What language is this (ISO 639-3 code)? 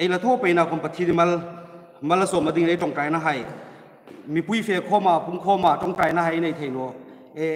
hmr